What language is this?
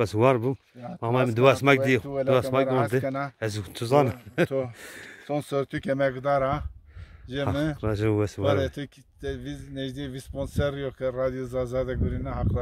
Zaza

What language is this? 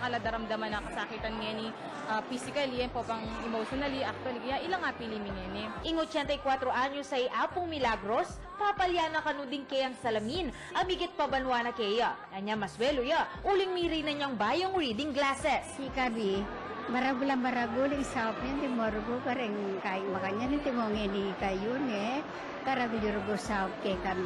Pampanga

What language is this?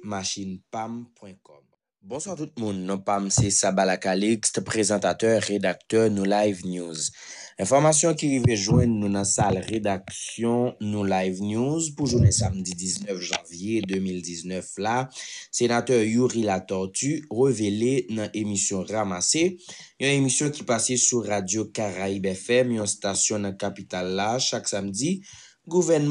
Haitian Creole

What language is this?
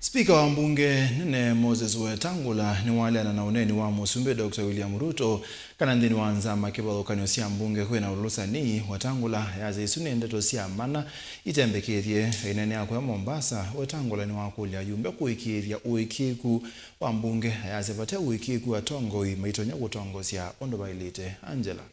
Kamba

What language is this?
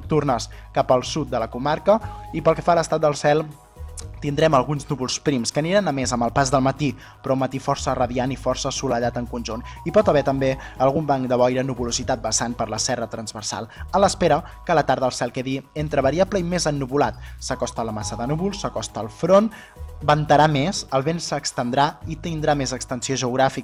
Catalan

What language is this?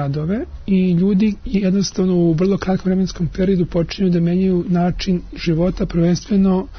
Serbian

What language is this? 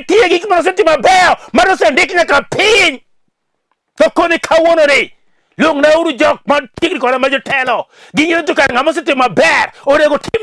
Luo (Kenya and Tanzania)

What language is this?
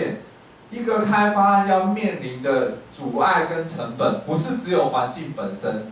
Chinese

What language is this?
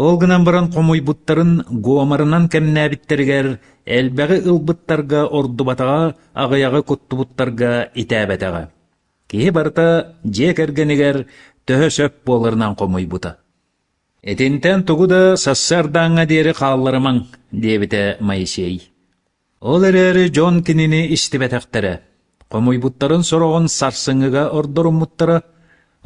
Yakut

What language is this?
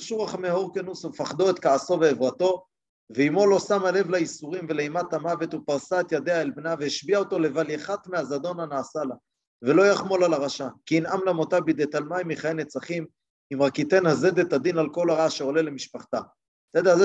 Hebrew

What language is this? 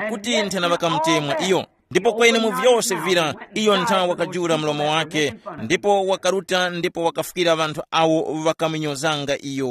Tumbuka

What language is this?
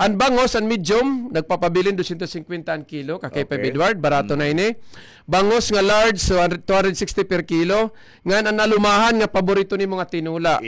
Waray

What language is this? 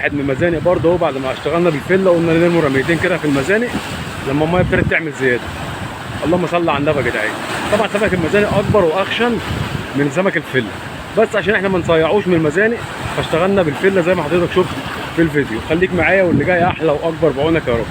Egyptian Arabic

